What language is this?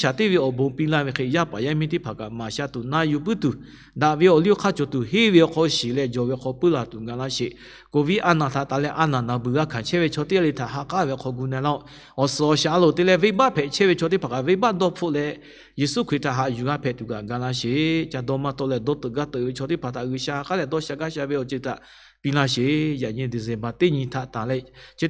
Lahu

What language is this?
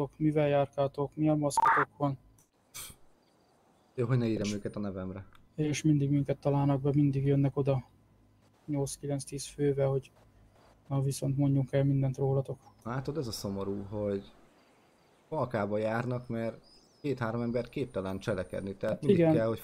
Hungarian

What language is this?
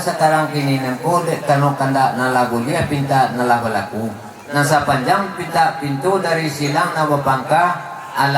Minangkabau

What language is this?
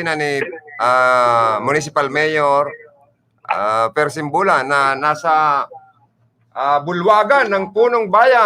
Bikol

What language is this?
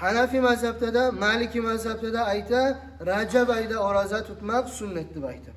Kumyk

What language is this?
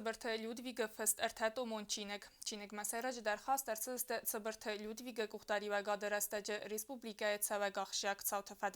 Ossetic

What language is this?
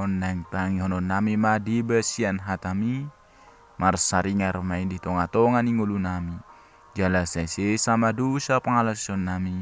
Batak Toba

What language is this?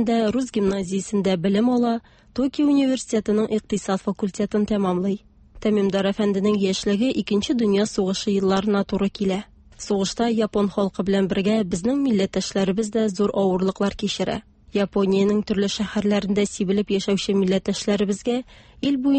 Tatar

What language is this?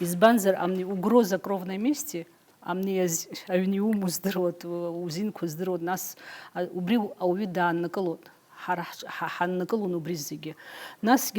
Abkhazian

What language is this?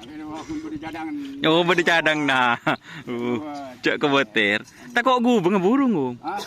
Madurese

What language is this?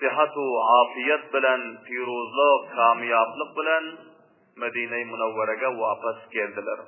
Turkmen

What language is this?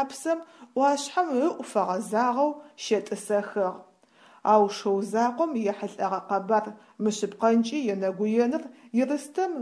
Adyghe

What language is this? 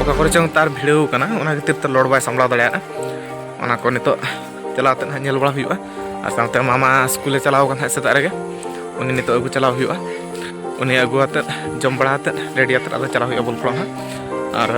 Santali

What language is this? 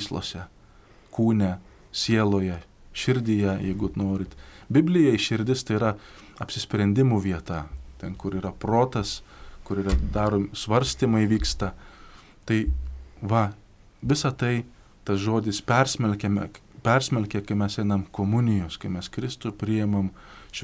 Lithuanian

